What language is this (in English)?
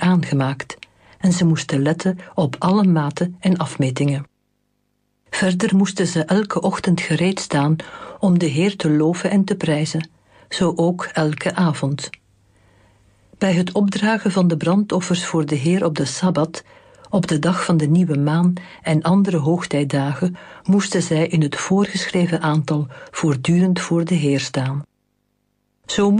Dutch